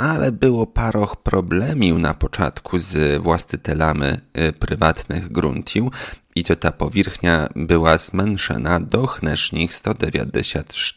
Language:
Polish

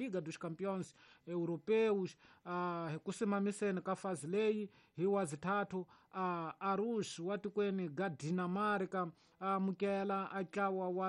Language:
Tsonga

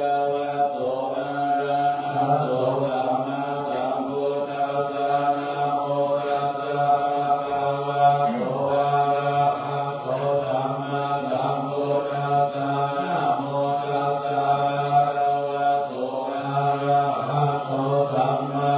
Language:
Pali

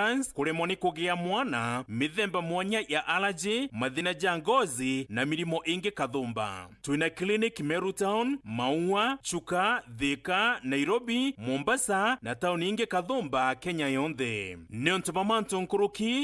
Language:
Meru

